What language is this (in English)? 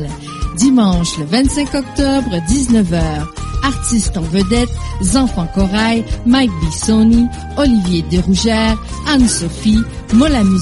French